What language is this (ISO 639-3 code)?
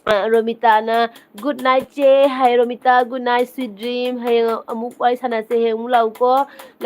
mni